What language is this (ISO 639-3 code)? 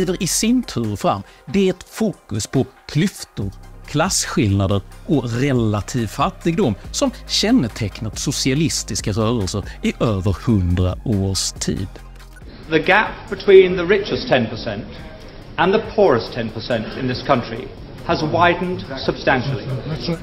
swe